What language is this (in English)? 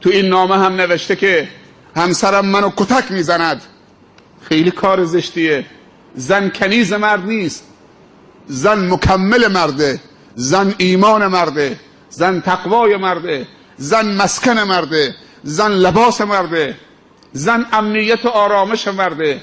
Tajik